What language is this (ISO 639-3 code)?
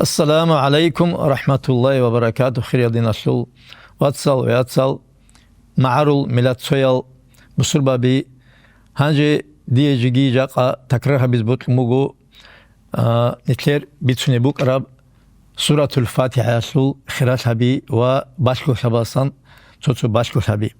ava